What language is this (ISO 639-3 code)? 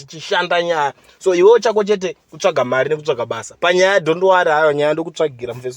sna